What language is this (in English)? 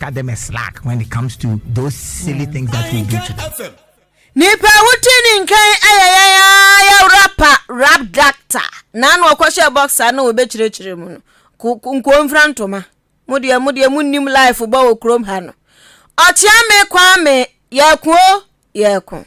Akan